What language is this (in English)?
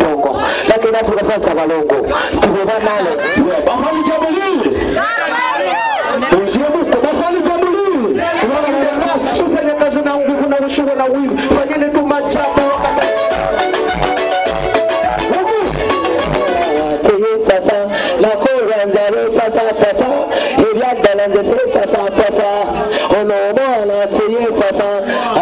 Swahili